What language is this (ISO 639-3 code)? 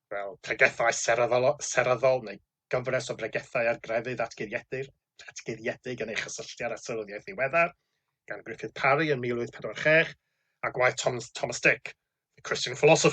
cym